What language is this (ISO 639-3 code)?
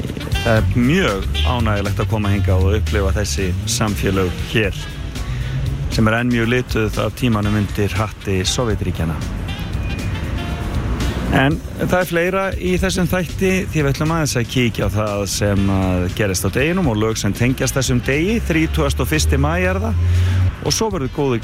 isl